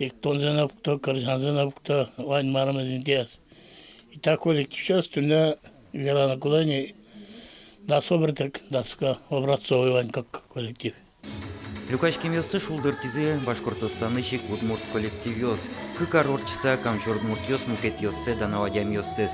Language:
Udmurt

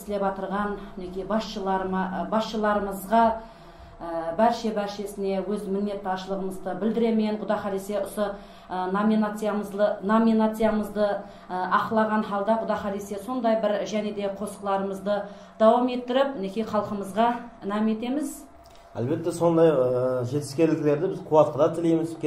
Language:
Kara-Kalpak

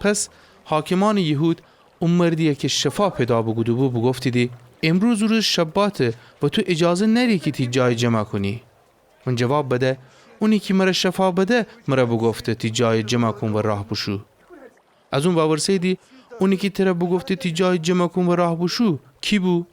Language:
Gilaki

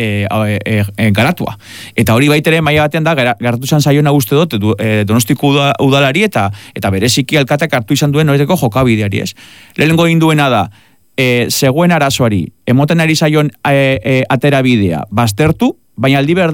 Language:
Basque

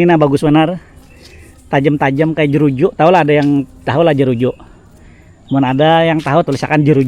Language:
Banjar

